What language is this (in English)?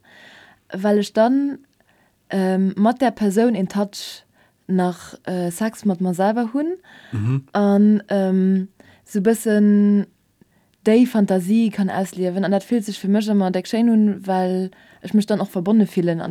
Luxembourgish